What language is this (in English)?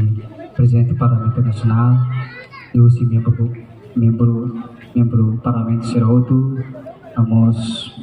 Tetum